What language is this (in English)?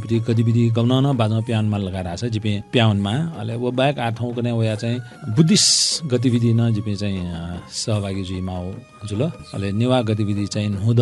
Newari